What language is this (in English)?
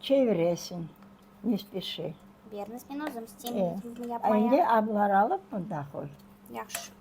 Crimean Tatar